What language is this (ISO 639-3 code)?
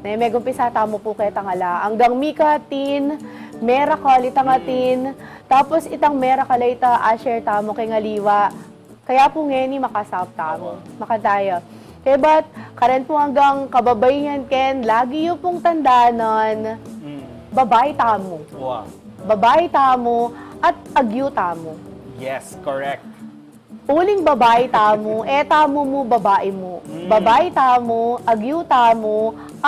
pam